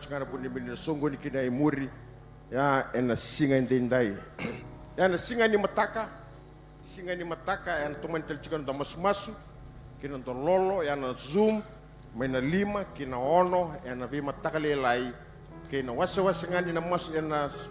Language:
Fijian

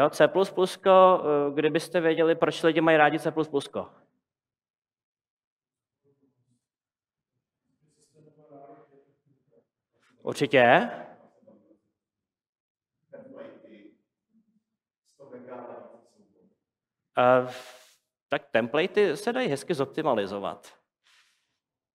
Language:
Czech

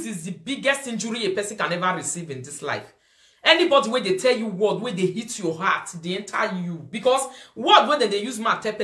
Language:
Nigerian Pidgin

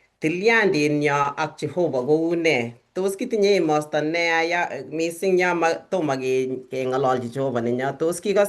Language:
Kalenjin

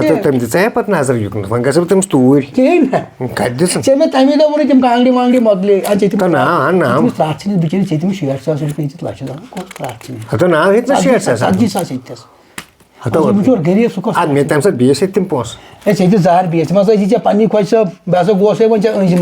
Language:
Kashmiri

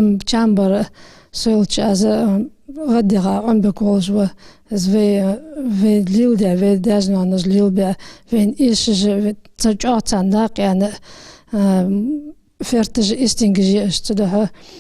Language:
Ingush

